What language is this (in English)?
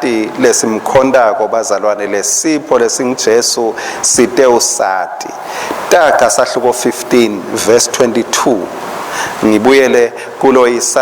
Swati